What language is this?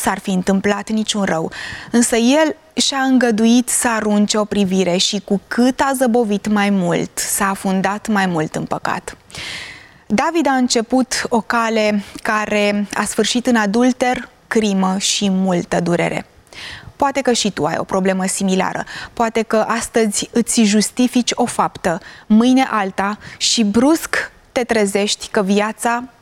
Romanian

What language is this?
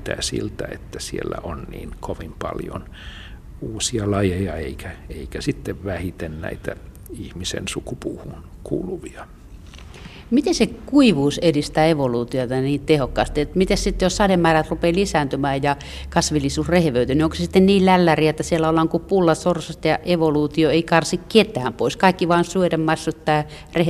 Finnish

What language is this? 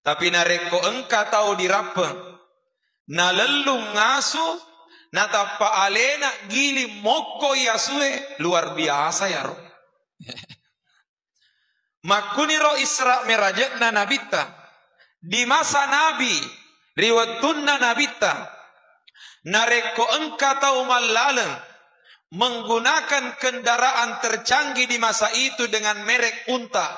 Buginese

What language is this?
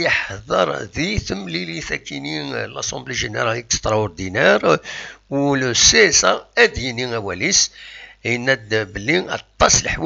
Kabyle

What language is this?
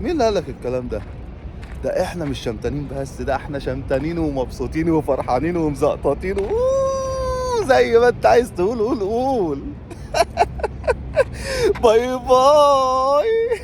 Egyptian Arabic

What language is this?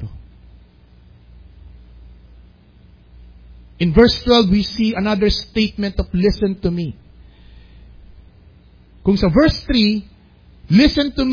Filipino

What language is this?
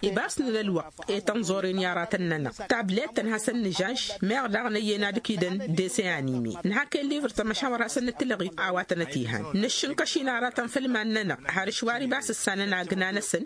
Tamasheq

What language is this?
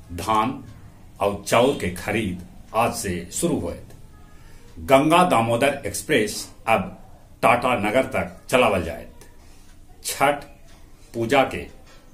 Magahi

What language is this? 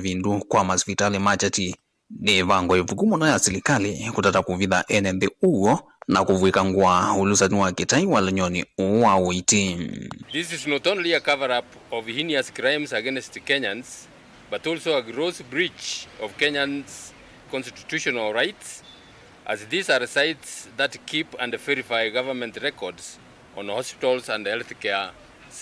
Kamba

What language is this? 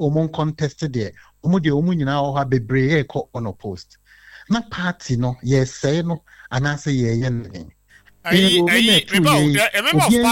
Akan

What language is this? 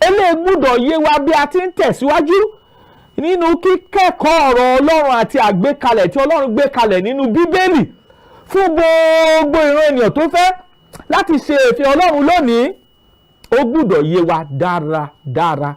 Yoruba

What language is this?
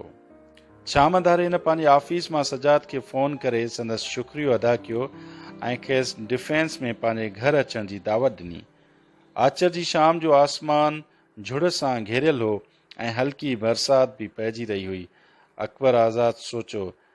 Sindhi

